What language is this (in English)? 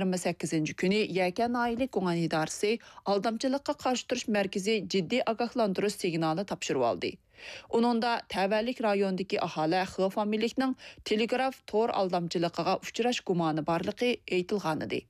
Uyghur